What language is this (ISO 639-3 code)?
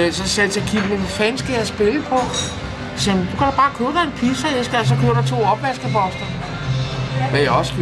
dan